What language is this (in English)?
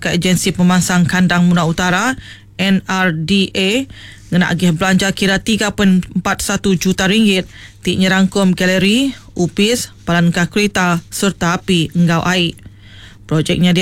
Iban